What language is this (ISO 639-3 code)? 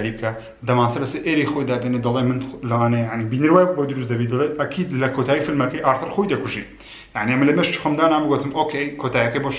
ckb